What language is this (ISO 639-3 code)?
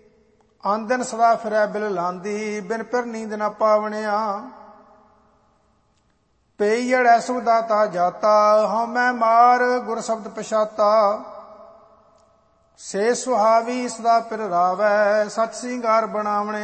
pan